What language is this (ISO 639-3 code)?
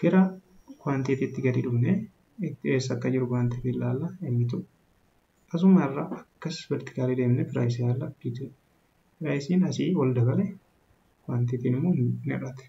orm